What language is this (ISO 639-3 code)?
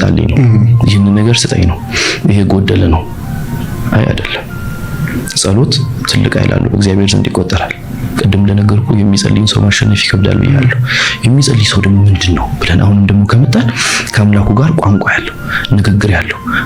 amh